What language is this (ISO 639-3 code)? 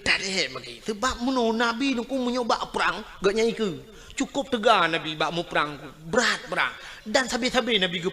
ace